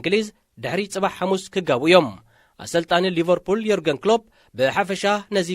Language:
Tigrinya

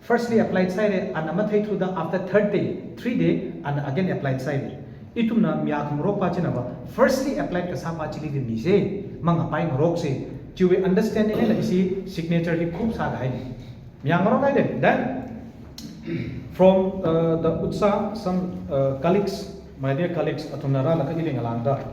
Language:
Tangkhul Naga (India)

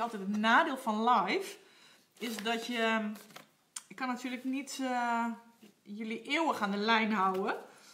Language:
Dutch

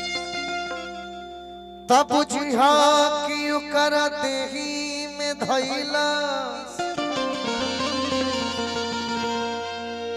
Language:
Bhojpuri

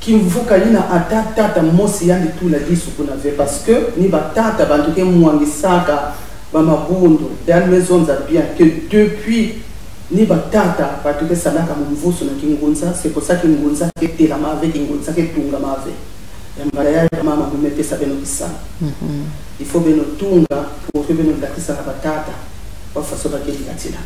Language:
Kituba (Congo)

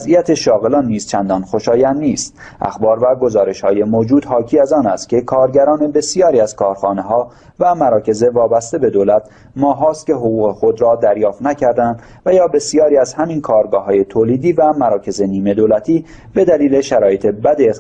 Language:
Persian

